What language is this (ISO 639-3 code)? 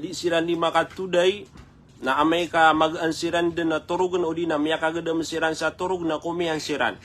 mrw